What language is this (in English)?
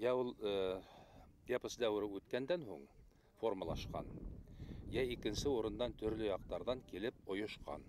Bashkir